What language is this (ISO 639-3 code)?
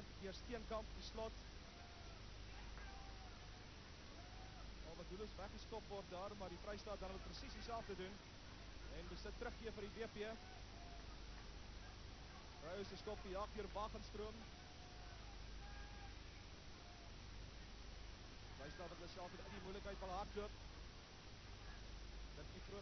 afr